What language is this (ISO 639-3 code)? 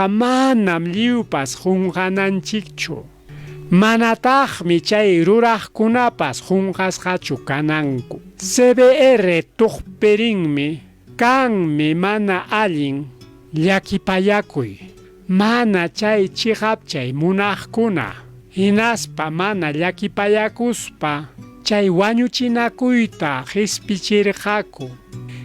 quy